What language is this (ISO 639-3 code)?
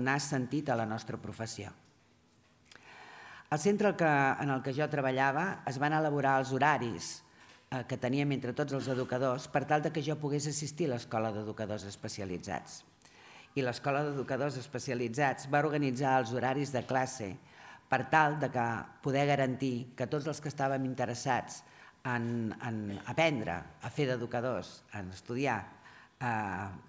cat